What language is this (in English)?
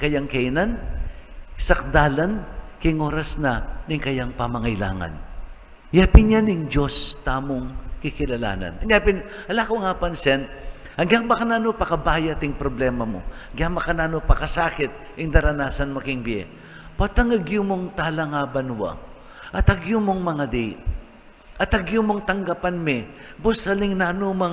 Pampanga